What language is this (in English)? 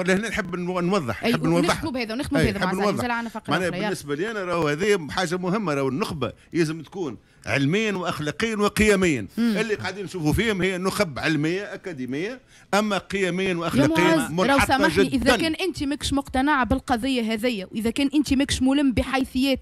Tunisian Arabic